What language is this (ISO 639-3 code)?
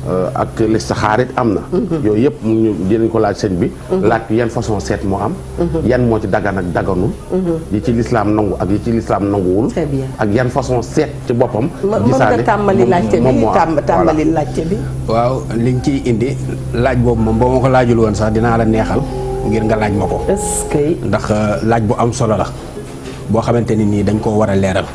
wol